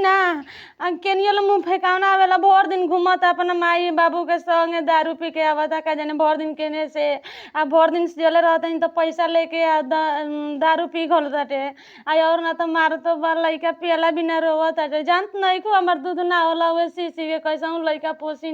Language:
Bhojpuri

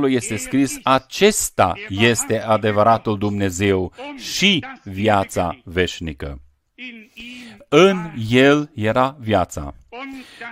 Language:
Romanian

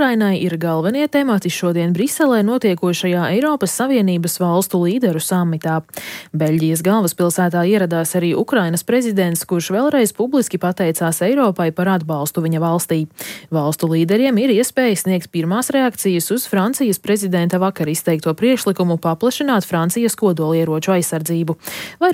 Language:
Latvian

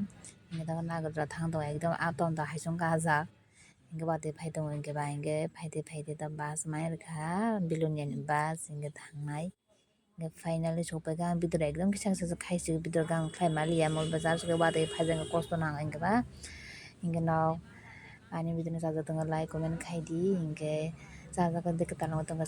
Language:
Kok Borok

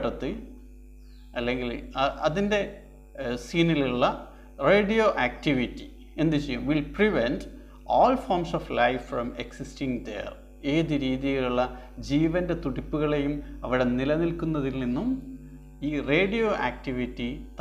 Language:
Malayalam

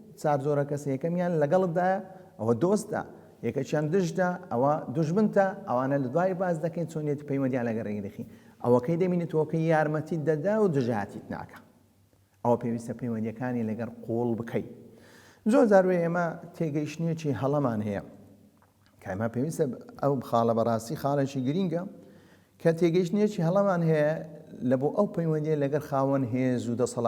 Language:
Central Kurdish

